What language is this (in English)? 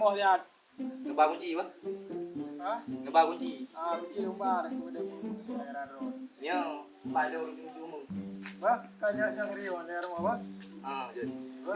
Achinese